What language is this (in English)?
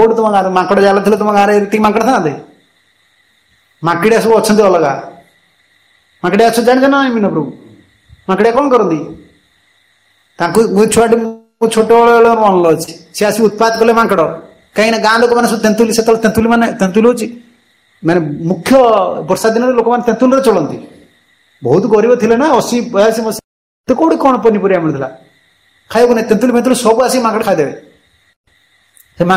Odia